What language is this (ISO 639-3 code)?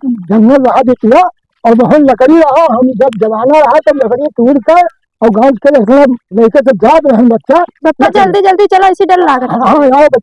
awa